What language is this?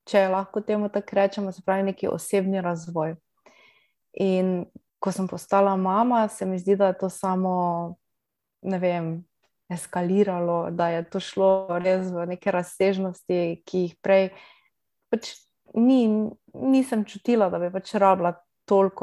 Slovenian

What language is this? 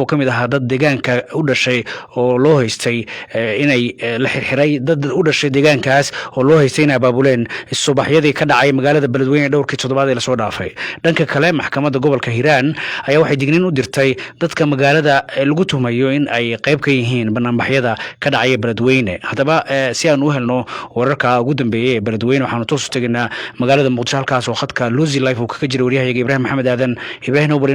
Somali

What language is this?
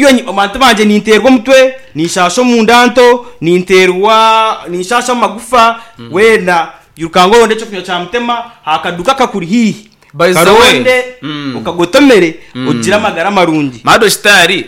Nyankole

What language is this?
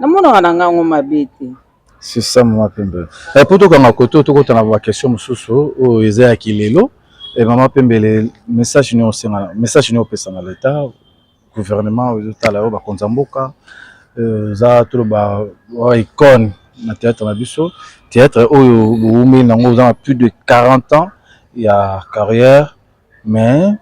Lingala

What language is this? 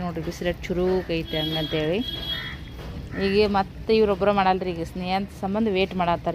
Kannada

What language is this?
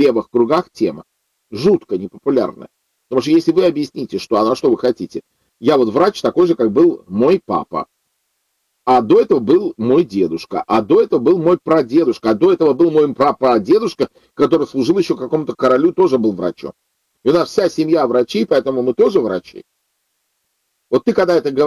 Russian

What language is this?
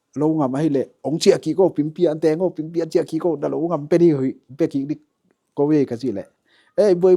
Tedim Chin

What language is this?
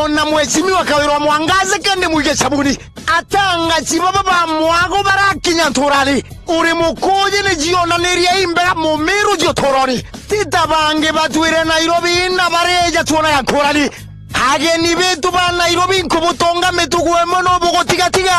Meru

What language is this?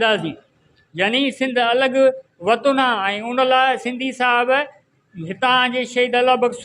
Sindhi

